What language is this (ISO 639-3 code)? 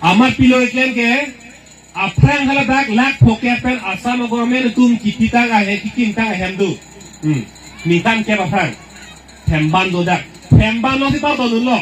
mjw